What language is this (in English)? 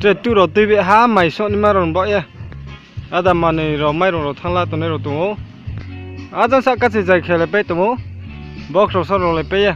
Riang (India)